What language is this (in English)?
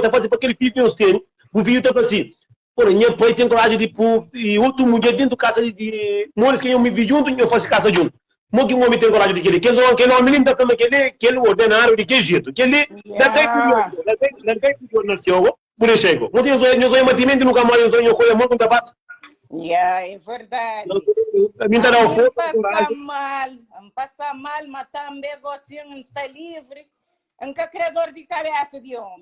Kabuverdianu